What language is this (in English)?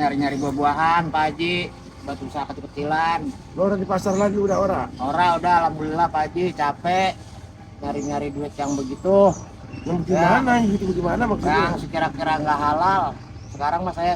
Betawi